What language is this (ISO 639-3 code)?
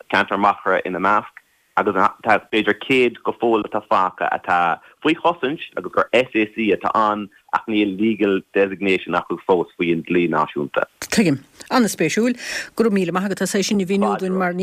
gle